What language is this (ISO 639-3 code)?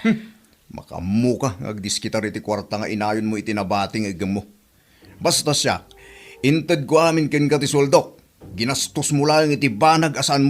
ilo